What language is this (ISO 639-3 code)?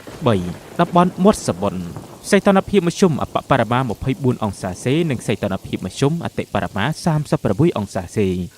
khm